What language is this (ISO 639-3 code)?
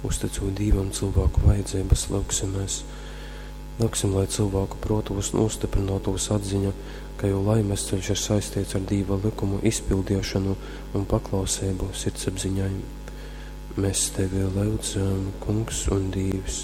ltg